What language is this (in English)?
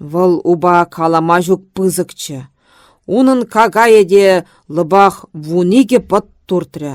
Chuvash